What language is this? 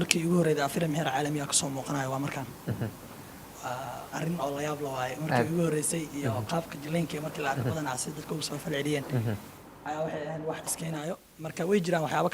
Somali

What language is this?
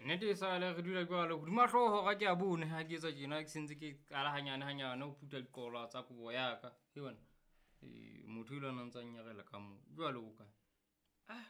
Southern Sotho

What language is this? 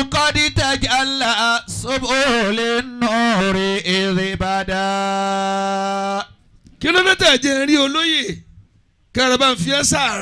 Yoruba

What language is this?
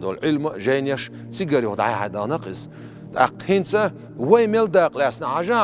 Chechen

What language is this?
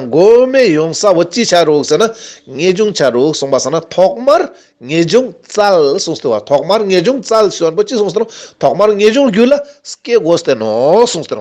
Ladakhi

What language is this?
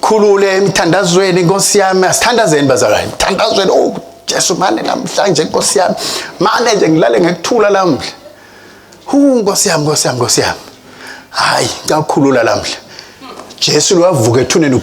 Swati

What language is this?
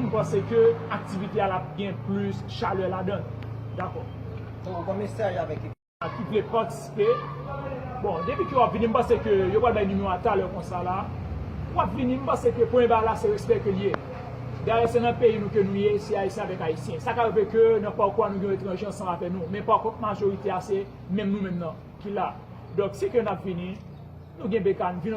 Haitian Creole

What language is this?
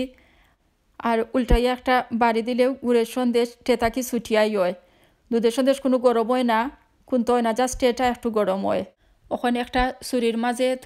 Sylheti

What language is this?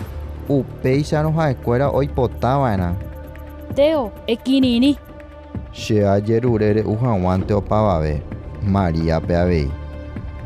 Guarani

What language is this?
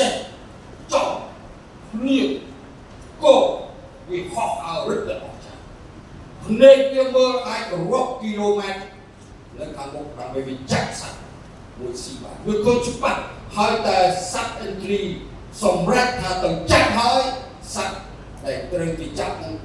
Khmer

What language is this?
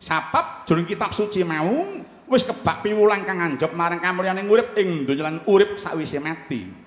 Javanese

